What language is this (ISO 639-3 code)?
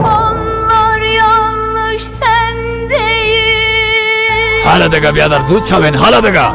fas